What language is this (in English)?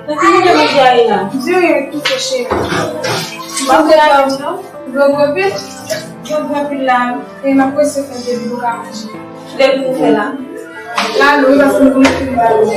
Haitian Creole